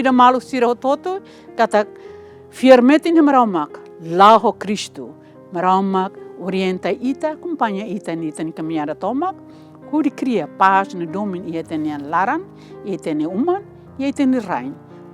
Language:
Tetum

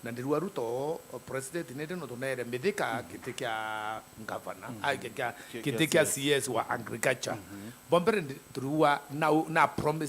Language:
Meru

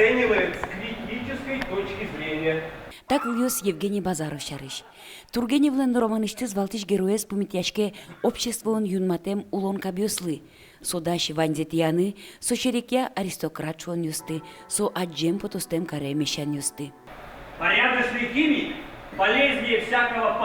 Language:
Udmurt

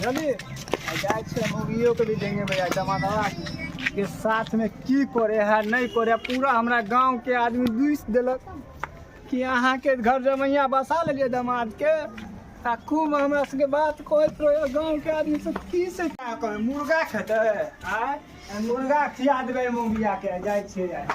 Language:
Maithili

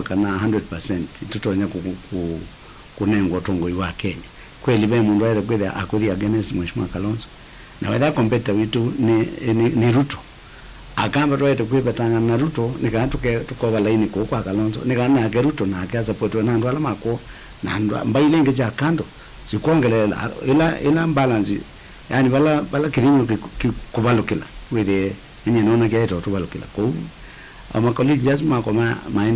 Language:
Kamba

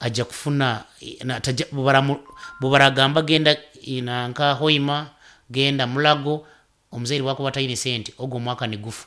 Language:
Nyoro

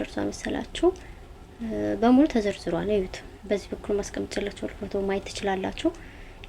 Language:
Amharic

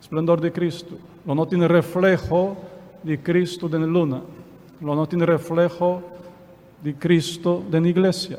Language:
Papiamento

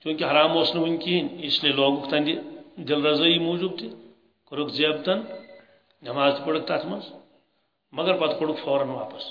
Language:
Kashmiri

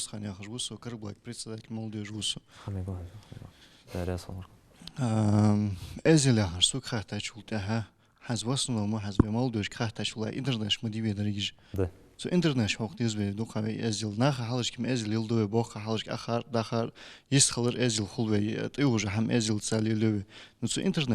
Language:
Ingush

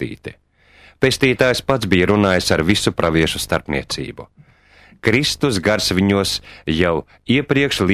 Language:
Latvian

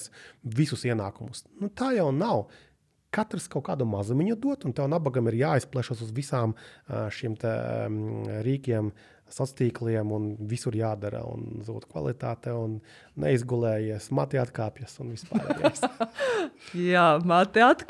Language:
Latvian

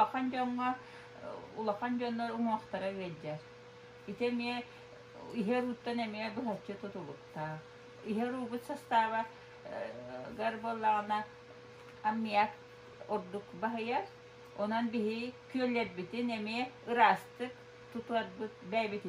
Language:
Yakut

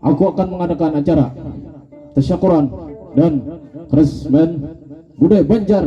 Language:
Banjar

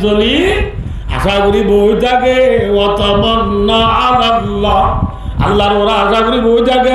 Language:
Rohingya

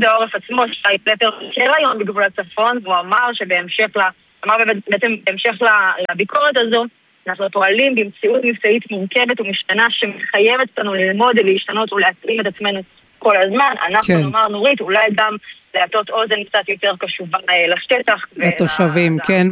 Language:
Hebrew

